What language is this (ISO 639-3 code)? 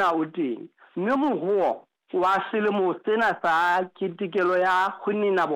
sot